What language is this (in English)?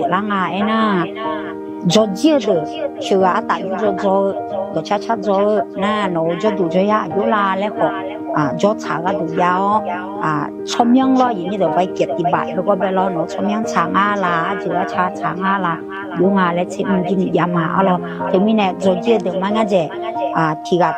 Akha